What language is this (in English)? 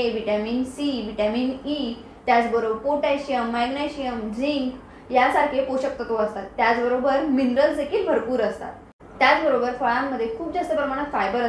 Marathi